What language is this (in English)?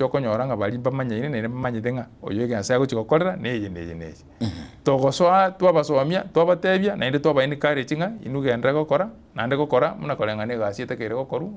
Gusii